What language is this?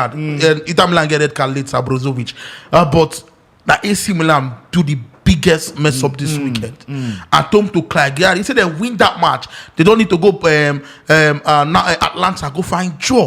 Nigerian Pidgin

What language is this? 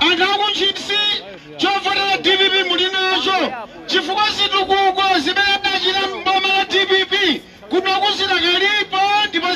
Nyanja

